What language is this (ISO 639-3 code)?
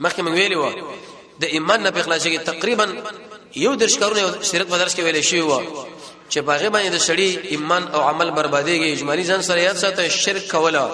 pus